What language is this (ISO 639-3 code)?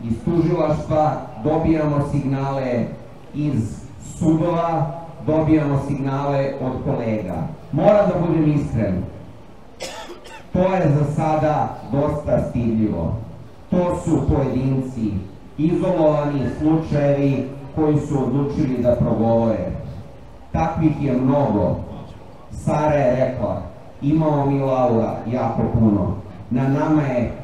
srp